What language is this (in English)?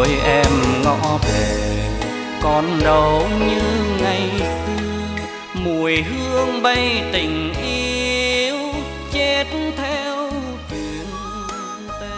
Vietnamese